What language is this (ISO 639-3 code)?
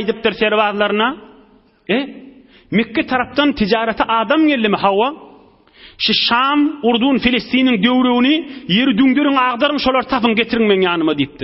tuk